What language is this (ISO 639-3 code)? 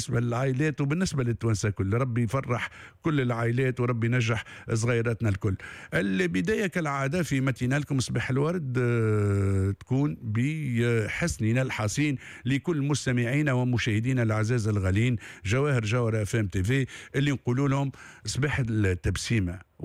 aeb